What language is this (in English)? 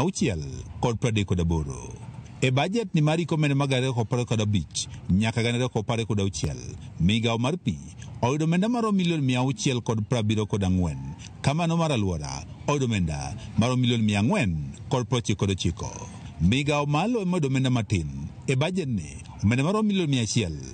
Luo (Kenya and Tanzania)